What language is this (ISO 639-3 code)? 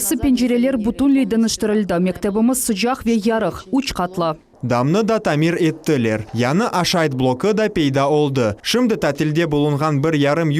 crh